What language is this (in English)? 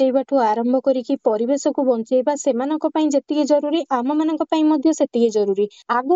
Odia